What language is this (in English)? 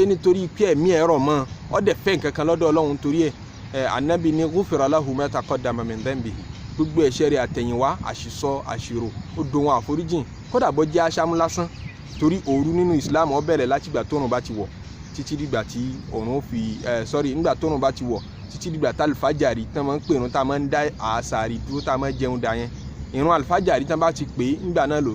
Yoruba